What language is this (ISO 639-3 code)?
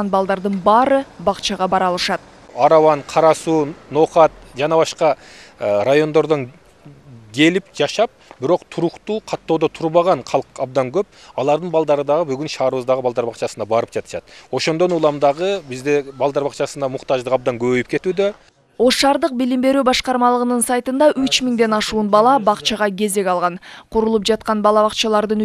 kir